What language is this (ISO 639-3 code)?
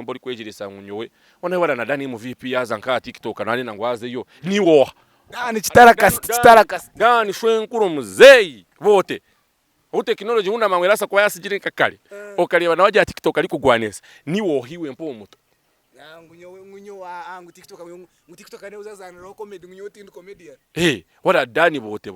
nyn